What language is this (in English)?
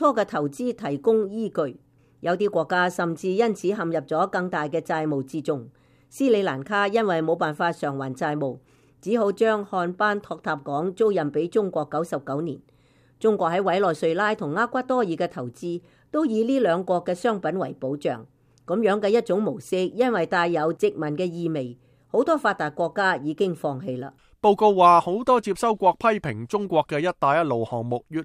Cantonese